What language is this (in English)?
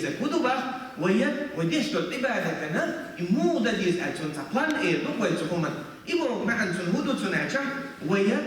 Chechen